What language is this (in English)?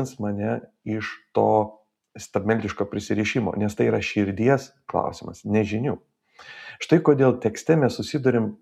Lithuanian